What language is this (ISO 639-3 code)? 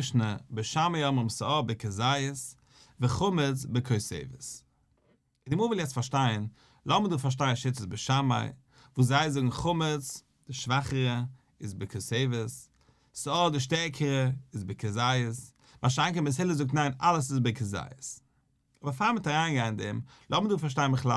yid